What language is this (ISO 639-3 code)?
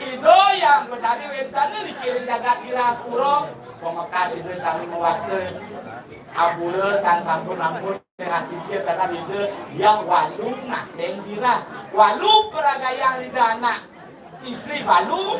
ban